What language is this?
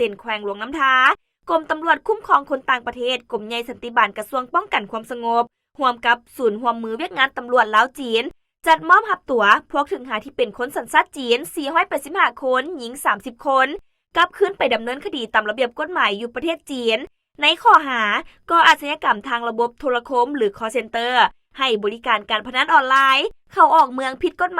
Lao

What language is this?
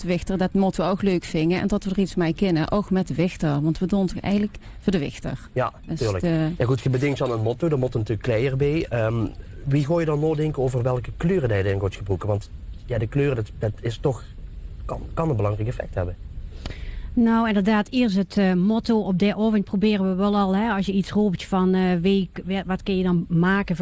Limburgish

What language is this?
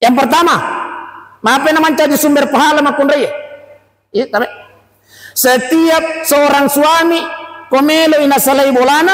Buginese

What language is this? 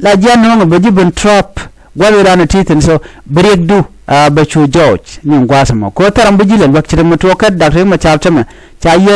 Nuer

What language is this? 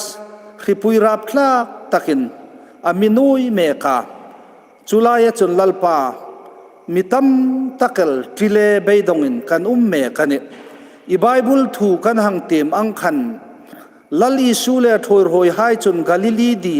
Hmar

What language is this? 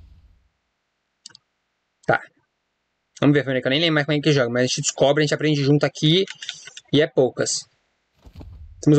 Portuguese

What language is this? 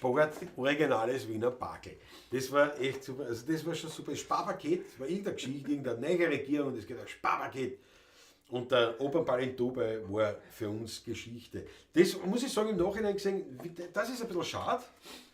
Bavarian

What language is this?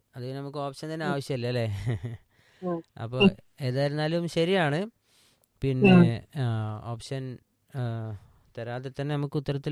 Malayalam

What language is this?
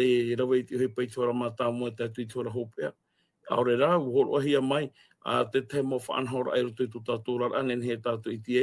Tahitian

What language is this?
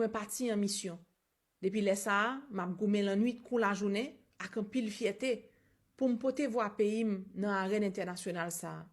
Haitian Creole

